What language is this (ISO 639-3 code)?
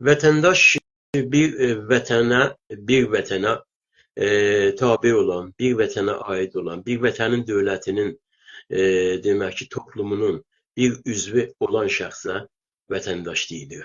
azb